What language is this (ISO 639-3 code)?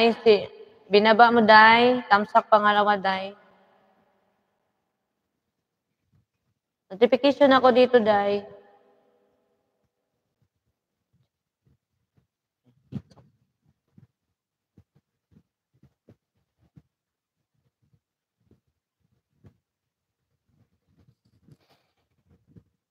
fil